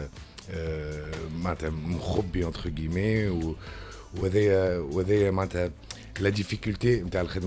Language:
Tunisian Arabic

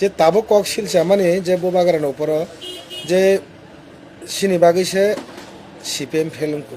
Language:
Kok Borok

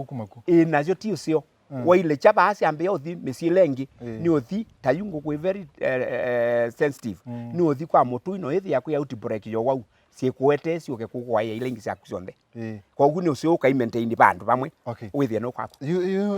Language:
Kamba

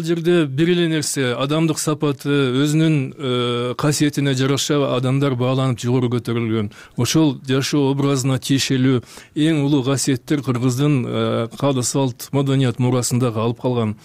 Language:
Kyrgyz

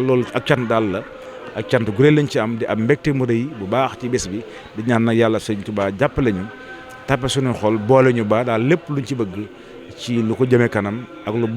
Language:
Wolof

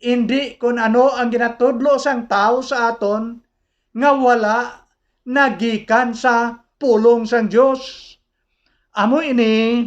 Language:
Hiligaynon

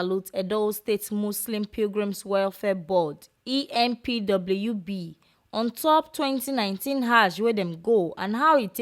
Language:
Nigerian Pidgin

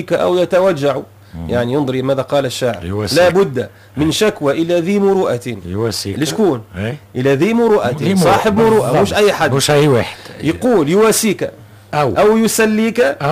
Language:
Tunisian Arabic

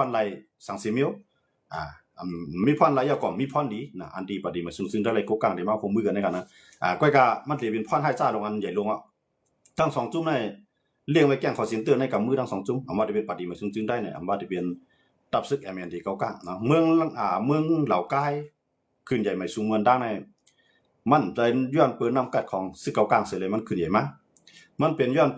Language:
Shan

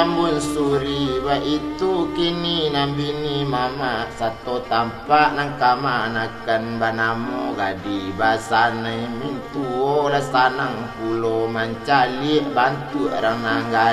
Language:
Minangkabau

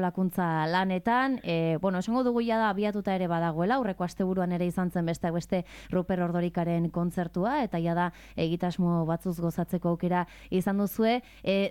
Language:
Basque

